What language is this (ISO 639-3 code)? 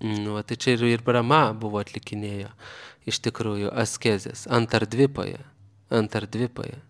lit